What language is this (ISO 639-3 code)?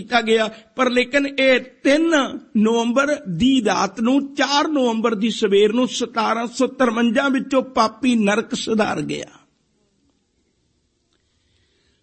pan